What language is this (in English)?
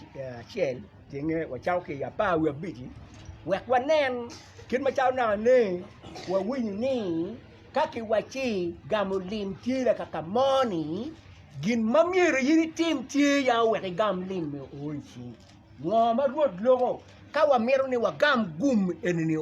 Acoli